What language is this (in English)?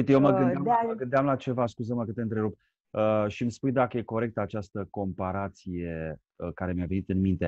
Romanian